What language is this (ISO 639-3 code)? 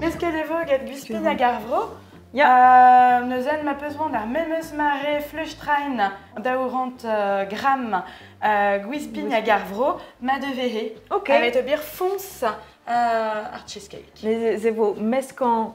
bre